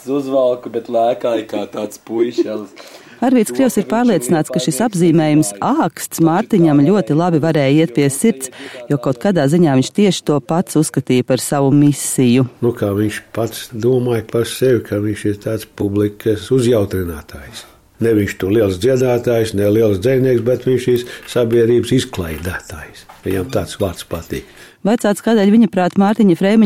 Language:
Latvian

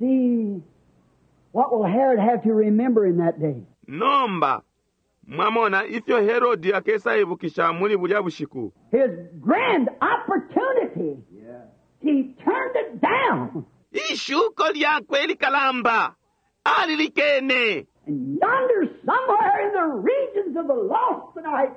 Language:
Bemba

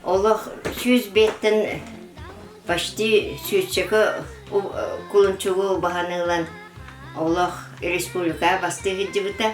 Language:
Yakut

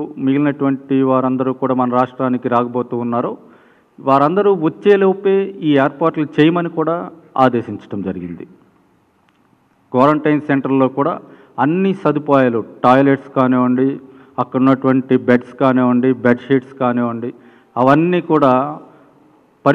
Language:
Telugu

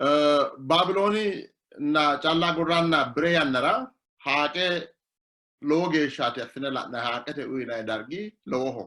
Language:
Sidamo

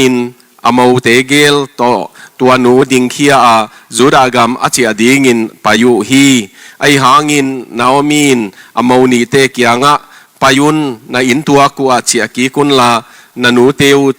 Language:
Tedim Chin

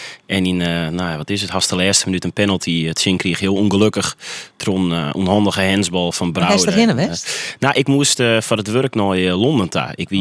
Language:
Western Frisian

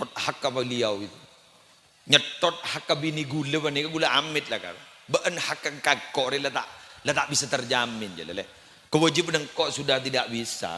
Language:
Madurese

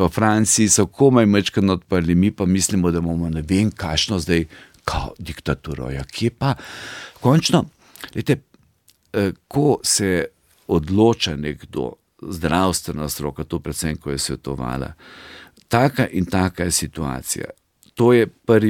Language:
Slovenian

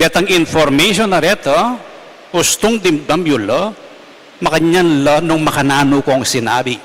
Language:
Pampanga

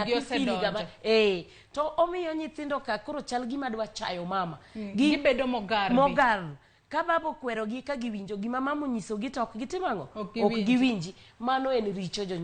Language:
Luo (Kenya and Tanzania)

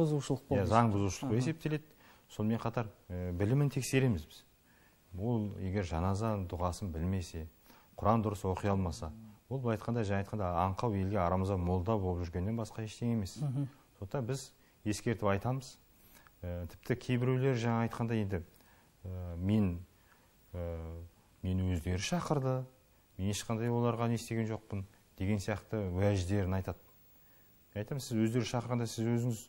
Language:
Kazakh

